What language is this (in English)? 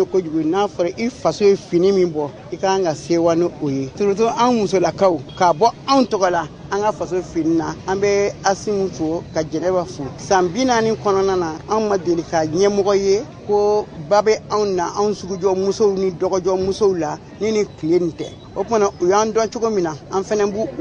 Bambara